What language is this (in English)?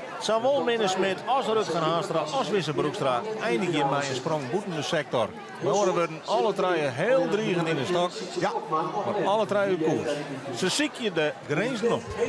Western Frisian